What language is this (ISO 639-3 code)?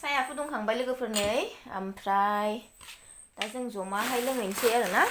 brx